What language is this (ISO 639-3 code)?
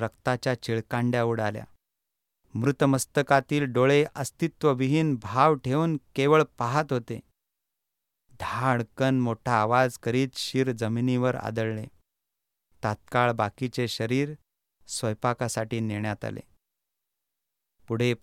mar